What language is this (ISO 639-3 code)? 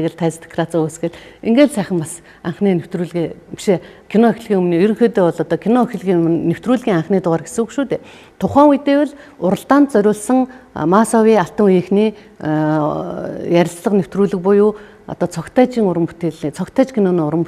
mon